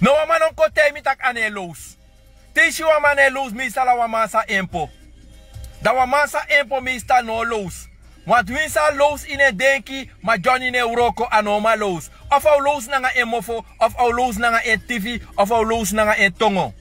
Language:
Sranan Tongo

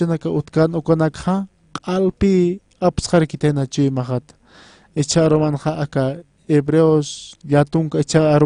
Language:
Aymara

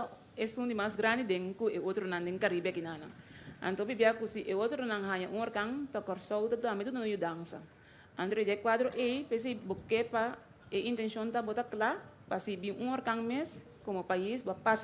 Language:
Papiamento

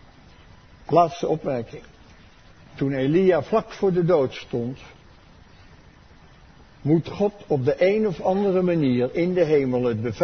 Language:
Dutch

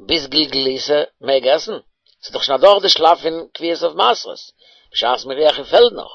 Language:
Yiddish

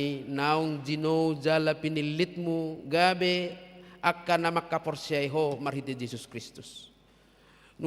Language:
Batak Toba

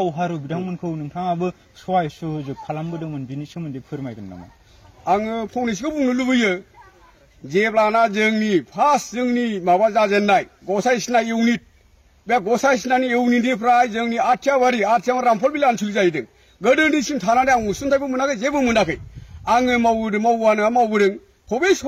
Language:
Bodo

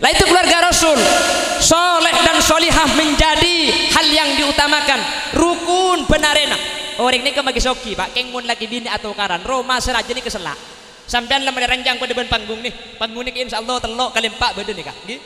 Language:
Madurese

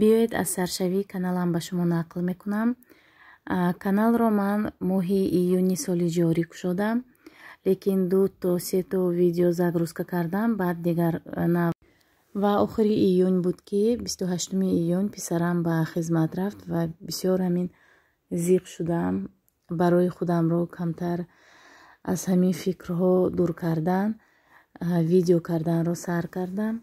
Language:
Tajik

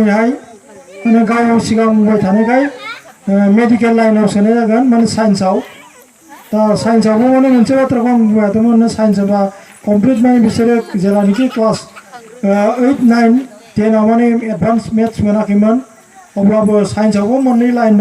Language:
Bodo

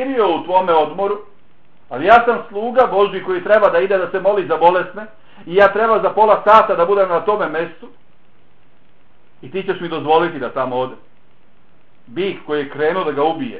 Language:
Bosnian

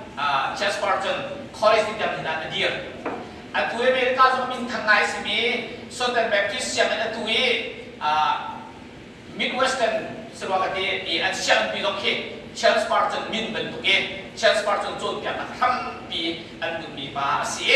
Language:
Hakha Chin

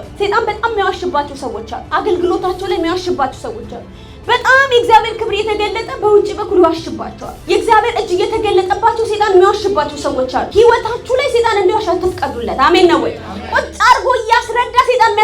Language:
Amharic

